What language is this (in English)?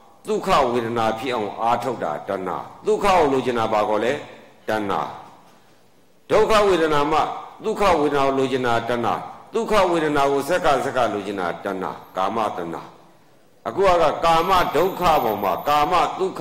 Burmese